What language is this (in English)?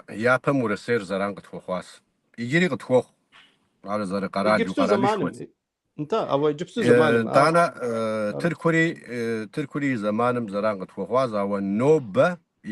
Kabardian